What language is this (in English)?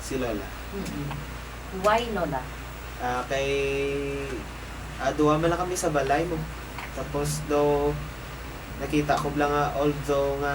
Hiligaynon